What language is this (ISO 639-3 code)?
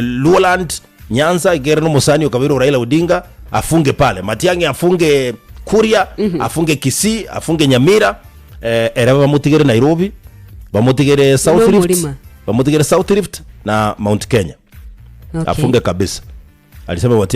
guz